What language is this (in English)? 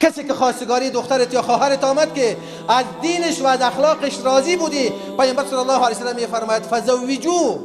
Persian